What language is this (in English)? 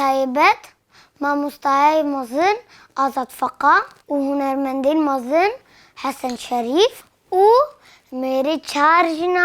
Kurdish